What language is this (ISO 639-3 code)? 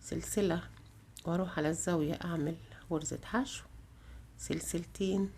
arz